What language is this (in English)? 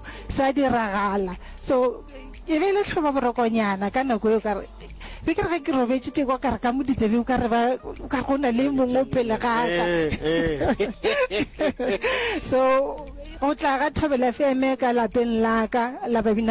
Northern Sotho